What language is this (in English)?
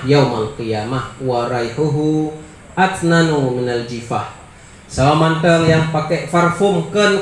Achinese